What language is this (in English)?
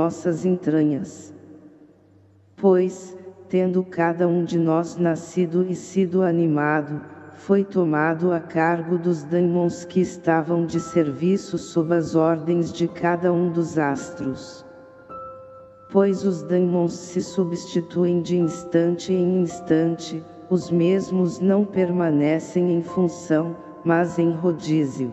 Portuguese